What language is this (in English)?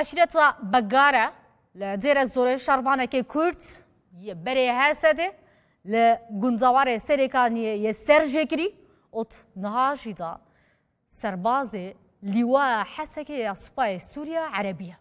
Kurdish